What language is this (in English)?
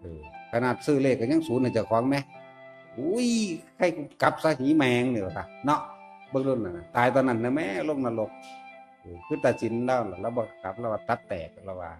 Northeastern Thai